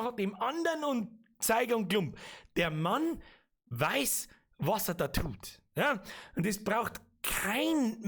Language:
Bavarian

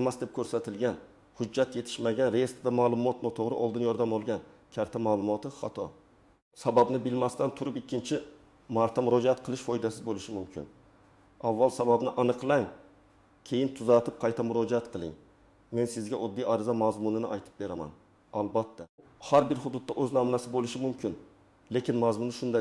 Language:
Uzbek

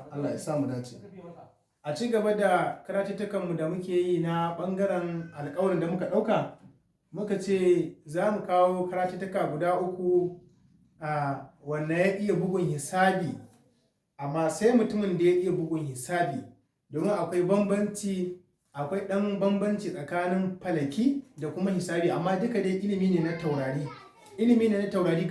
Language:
Hausa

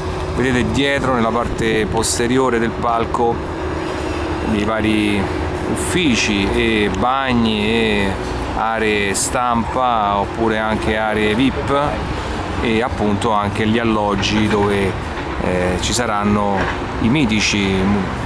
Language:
Italian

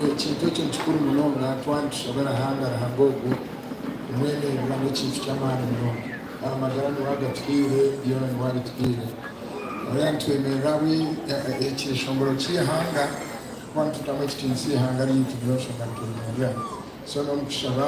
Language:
Nyankole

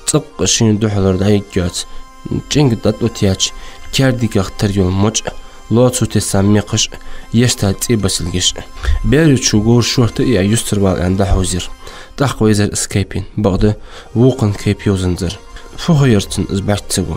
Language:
Ingush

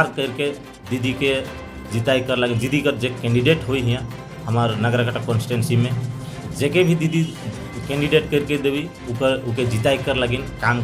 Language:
Sadri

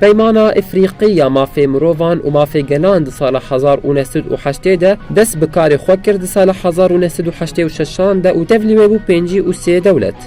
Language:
Kurdish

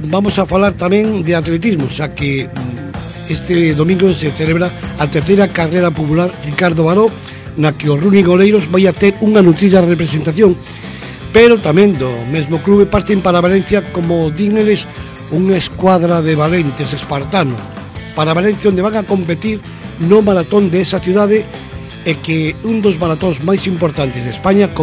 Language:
Galician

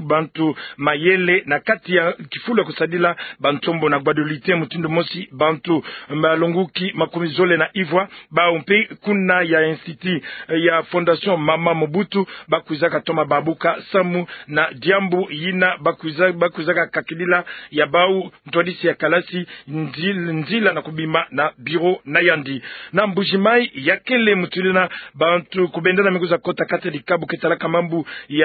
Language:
Kituba (Democratic Republic of Congo)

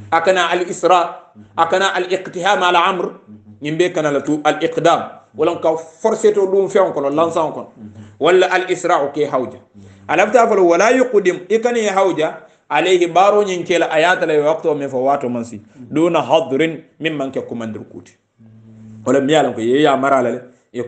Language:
Hausa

